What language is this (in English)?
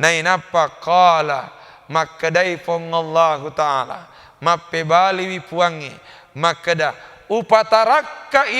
Buginese